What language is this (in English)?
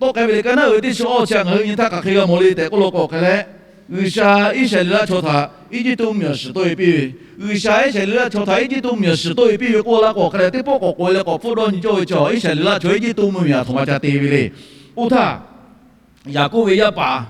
Lahu